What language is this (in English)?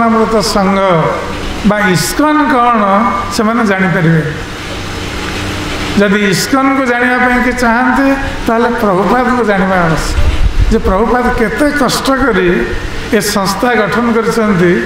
Odia